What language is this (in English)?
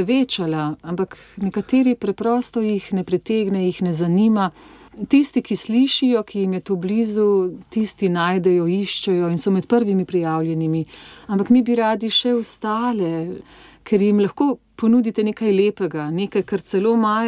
Slovenian